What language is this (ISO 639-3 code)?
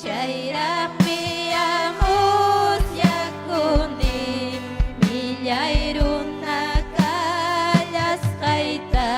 quy